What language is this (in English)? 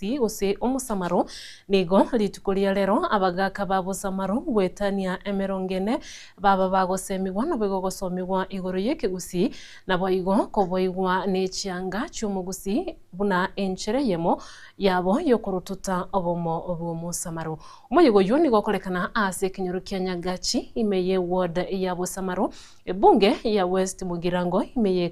Gusii